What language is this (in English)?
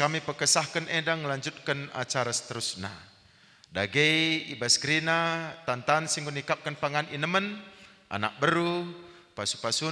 Batak Karo